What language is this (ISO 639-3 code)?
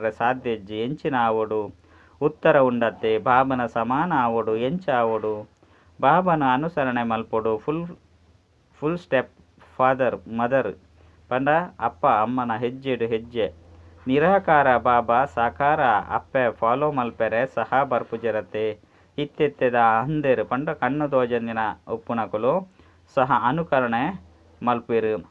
tcy